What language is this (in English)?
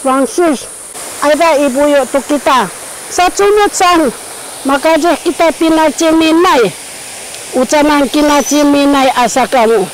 Sakizaya